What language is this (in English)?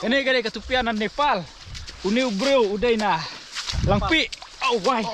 Khasi